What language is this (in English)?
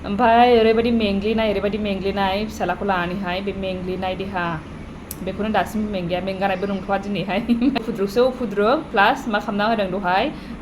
Bodo